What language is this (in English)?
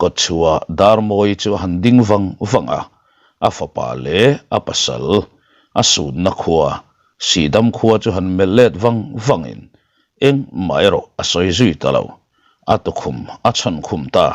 Mizo